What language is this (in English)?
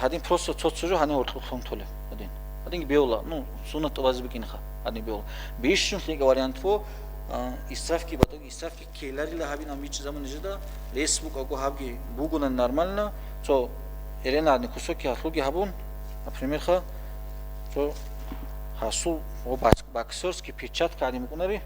Avaric